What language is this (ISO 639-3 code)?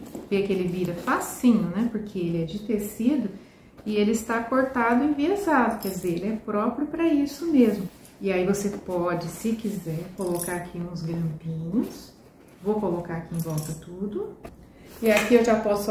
por